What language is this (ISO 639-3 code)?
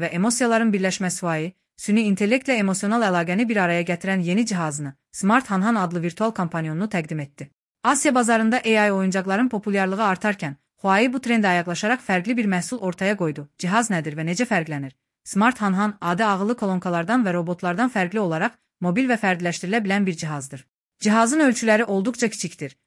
aze